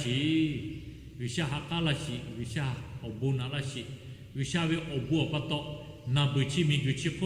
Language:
Lahu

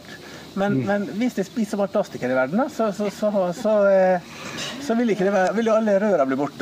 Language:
Norwegian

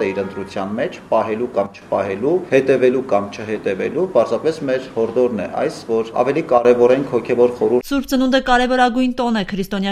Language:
Armenian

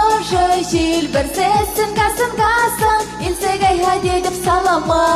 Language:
Chuvash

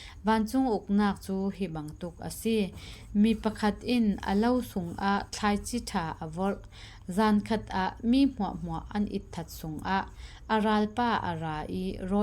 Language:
Falam Chin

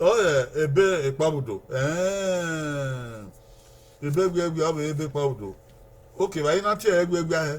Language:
Bini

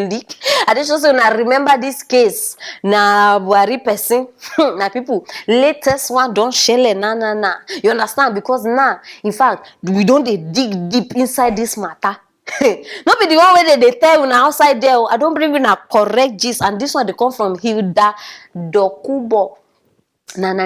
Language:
Nigerian Pidgin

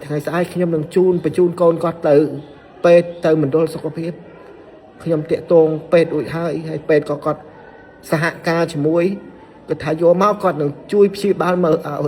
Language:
Khmer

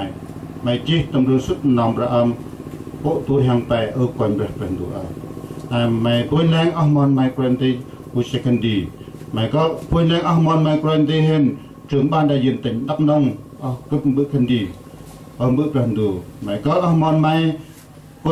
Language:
Central Mnong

